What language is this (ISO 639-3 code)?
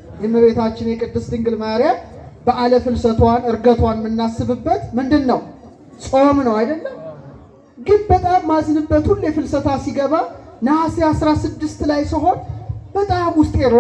amh